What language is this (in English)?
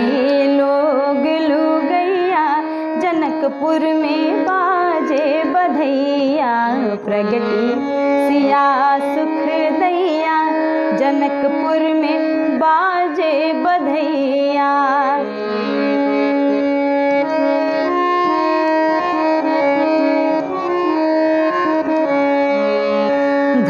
Bhojpuri